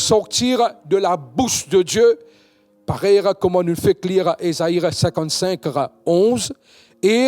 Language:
Morisyen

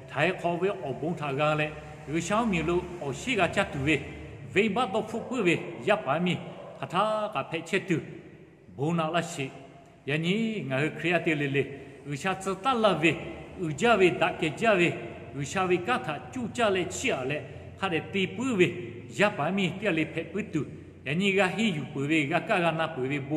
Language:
Lahu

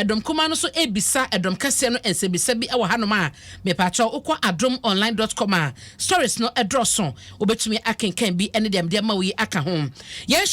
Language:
Akan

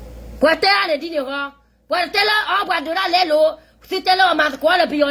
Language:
S'gaw Karen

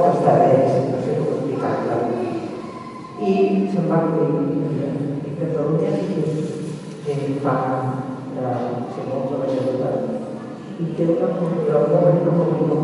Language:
Catalan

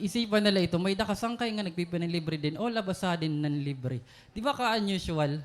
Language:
Waray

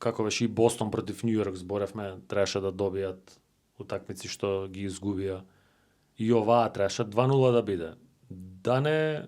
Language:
Macedonian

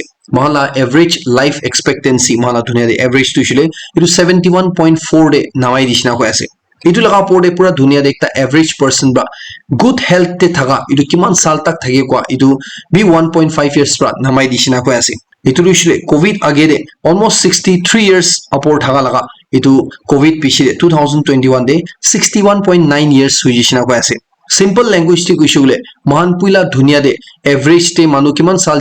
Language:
Naga Pidgin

